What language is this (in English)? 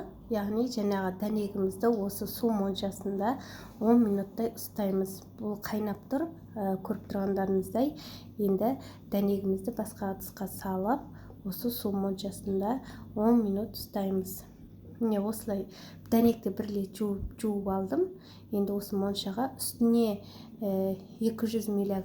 Kazakh